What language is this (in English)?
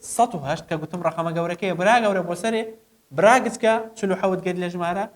Central Kurdish